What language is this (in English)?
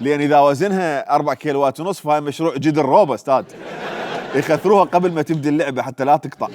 Mesopotamian Arabic